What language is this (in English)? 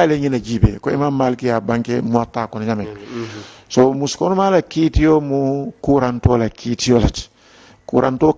Mandingo